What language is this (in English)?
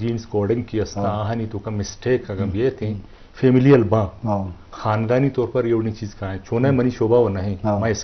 Eastern Balochi